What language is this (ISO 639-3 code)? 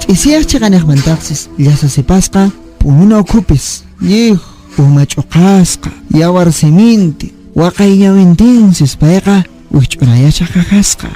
que